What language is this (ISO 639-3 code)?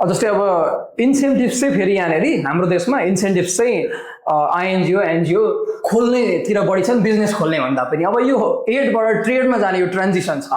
nep